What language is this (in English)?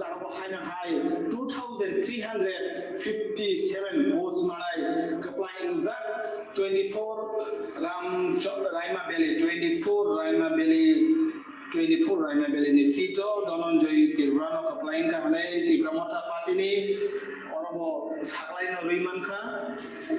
Kok Borok